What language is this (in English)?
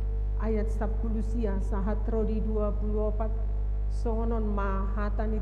Batak Toba